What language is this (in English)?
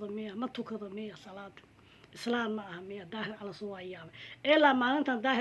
Somali